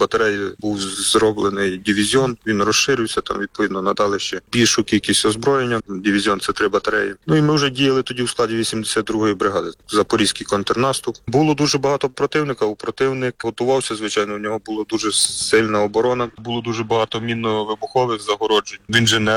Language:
Ukrainian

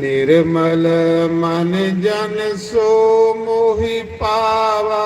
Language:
Dogri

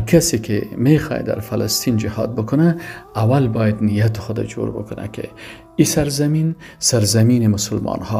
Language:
Persian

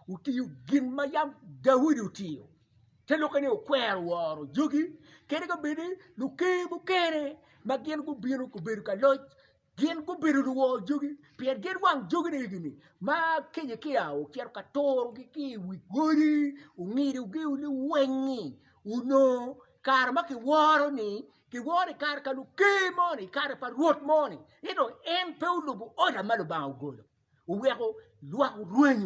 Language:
Acoli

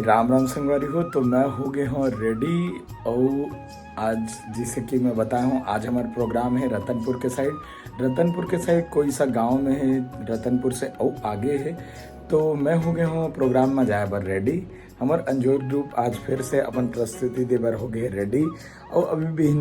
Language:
Chhattisgarhi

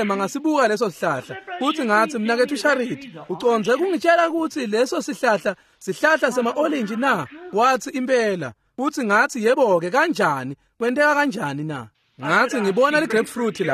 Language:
Swati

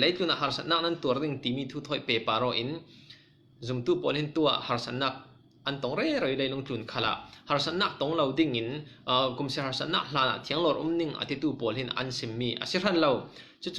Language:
Falam Chin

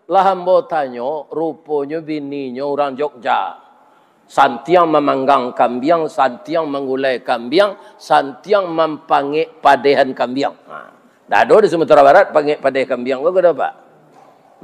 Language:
Minangkabau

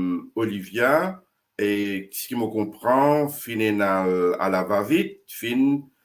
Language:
Morisyen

